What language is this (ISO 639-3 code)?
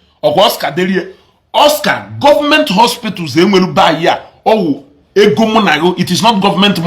ibo